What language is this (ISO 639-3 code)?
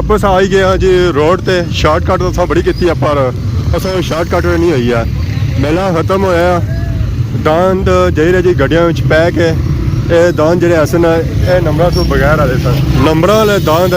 phr